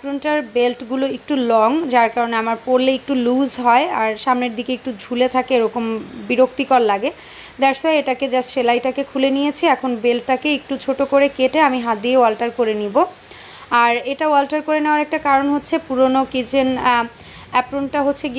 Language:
Bangla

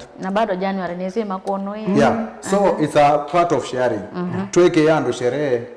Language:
Kamba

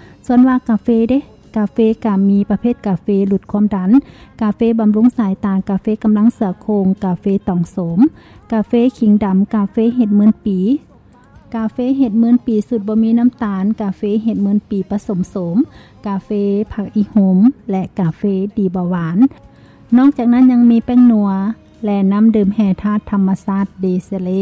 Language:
Lao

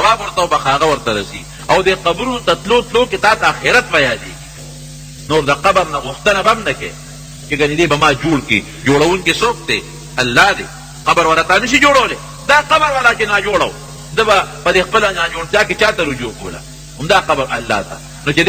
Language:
Pashto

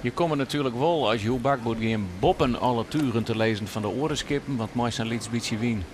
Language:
Western Frisian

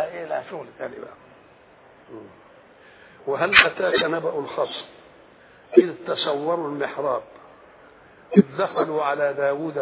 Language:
Egyptian Arabic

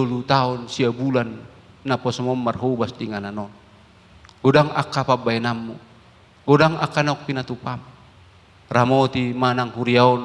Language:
Batak Toba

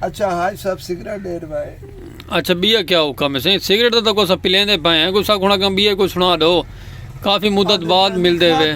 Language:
Saraiki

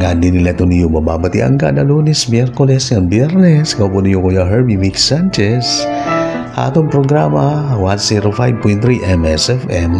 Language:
Waray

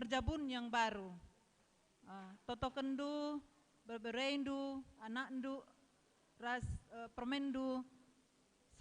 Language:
Batak Karo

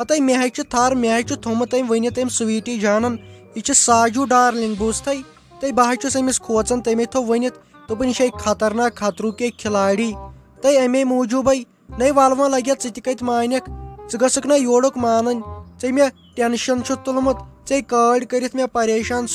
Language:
Kashmiri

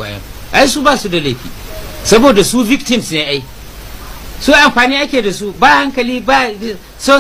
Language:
Hausa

